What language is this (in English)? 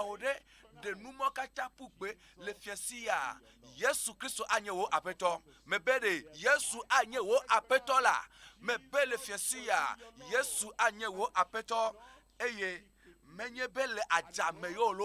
Ewe